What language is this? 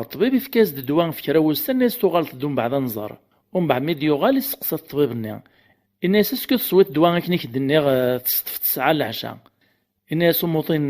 Kabyle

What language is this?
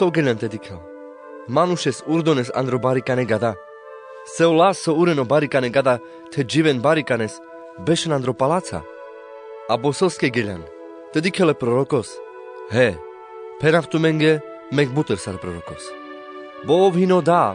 Carpathian Romani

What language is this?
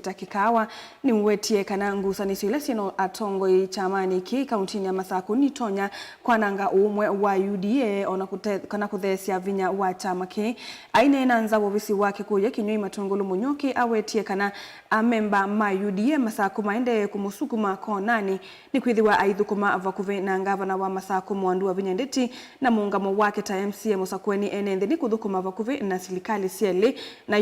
Kamba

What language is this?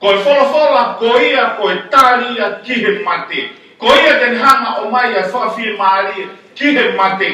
Tongan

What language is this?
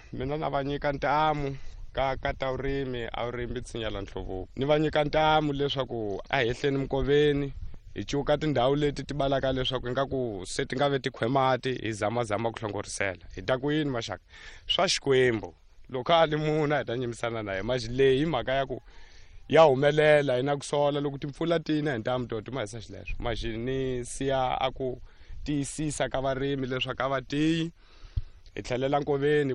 Tsonga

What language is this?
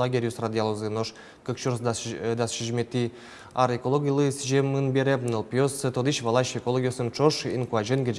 Udmurt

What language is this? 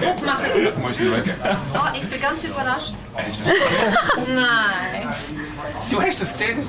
Swiss German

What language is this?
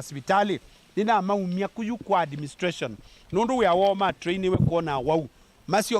Kamba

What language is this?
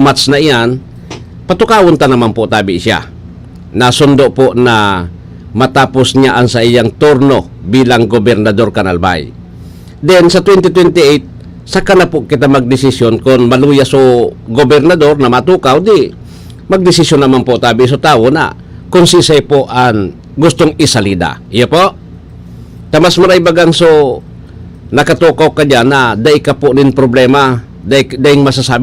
Bikol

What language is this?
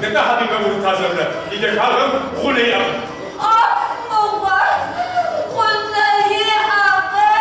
Kabardian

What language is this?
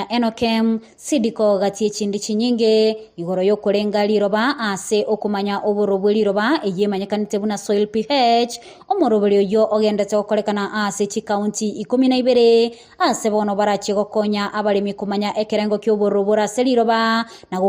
Gusii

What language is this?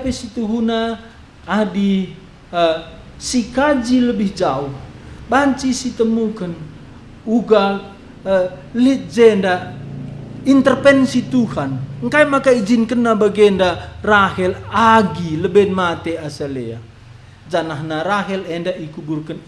Batak Karo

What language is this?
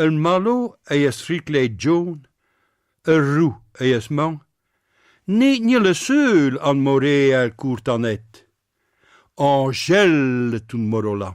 Picard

